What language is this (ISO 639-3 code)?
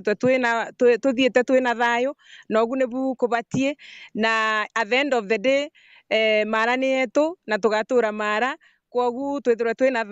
mer